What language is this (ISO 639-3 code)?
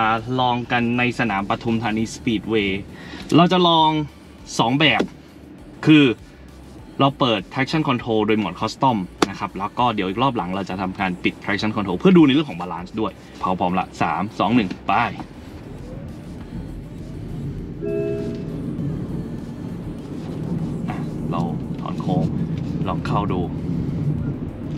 tha